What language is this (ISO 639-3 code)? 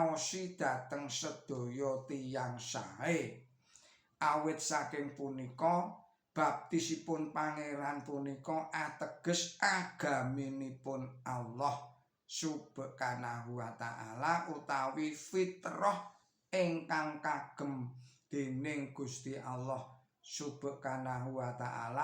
jav